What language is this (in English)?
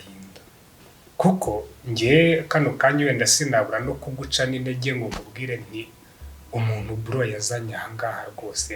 Kinyarwanda